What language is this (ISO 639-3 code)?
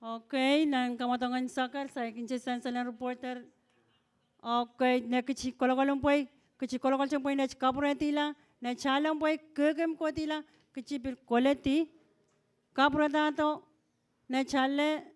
pon